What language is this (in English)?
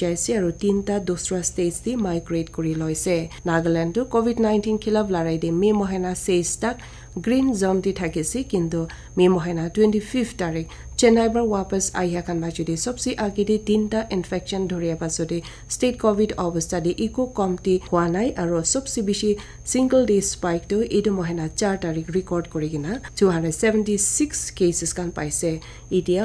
Naga Pidgin